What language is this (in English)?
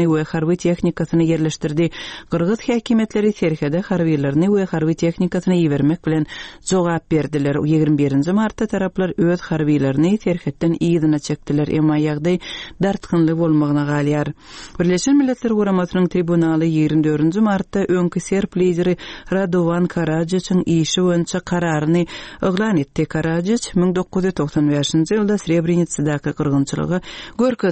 Turkmen